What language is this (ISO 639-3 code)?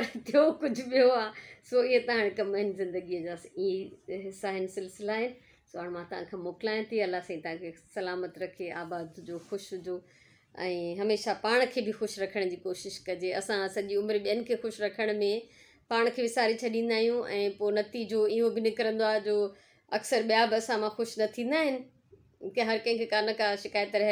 snd